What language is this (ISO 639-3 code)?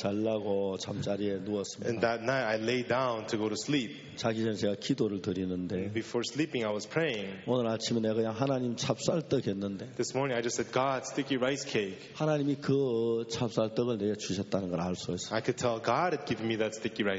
kor